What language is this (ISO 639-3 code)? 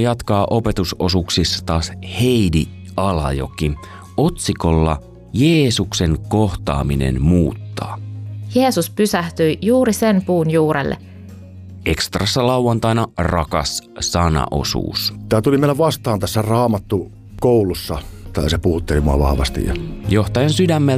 fin